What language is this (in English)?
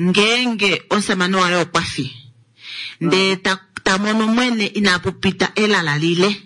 Kuanyama